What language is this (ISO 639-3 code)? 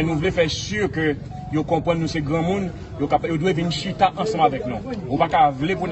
hat